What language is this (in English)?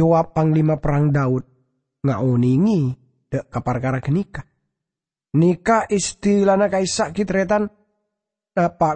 Madurese